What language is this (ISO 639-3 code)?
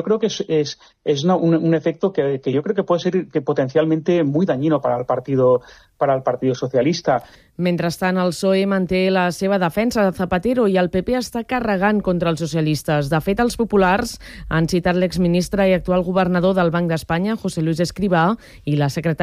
cat